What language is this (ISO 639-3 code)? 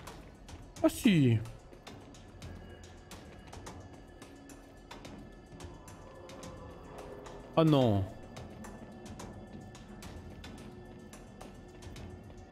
fra